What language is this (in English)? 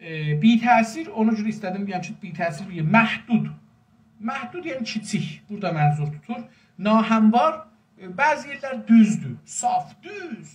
South Azerbaijani